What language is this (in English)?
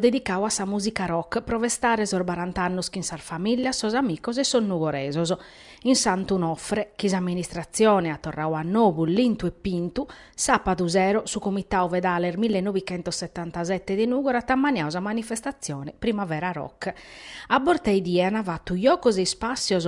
Sardinian